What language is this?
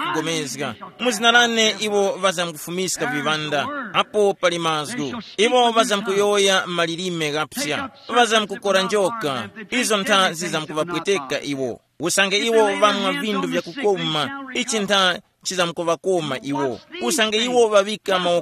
Tumbuka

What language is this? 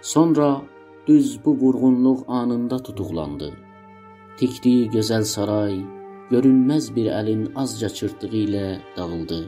South Azerbaijani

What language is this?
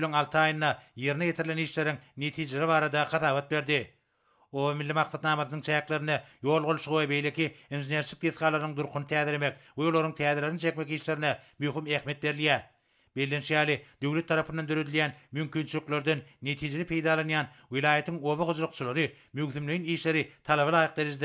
Turkmen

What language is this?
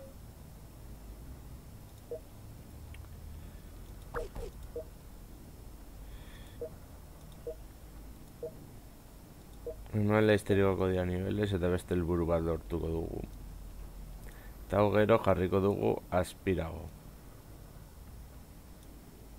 Basque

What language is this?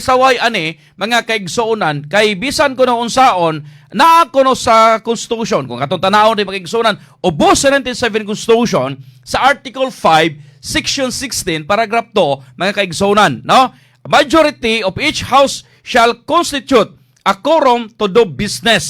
Cebuano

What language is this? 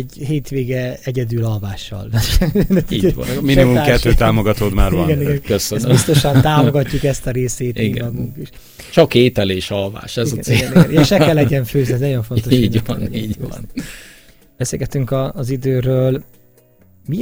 Hungarian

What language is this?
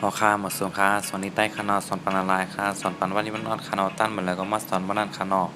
Shan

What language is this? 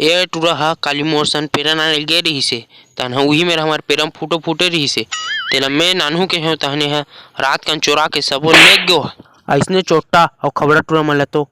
Chhattisgarhi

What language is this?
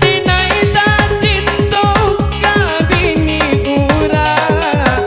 Minangkabau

